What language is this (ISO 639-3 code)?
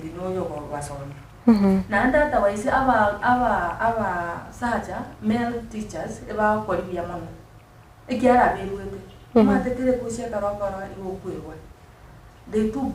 guz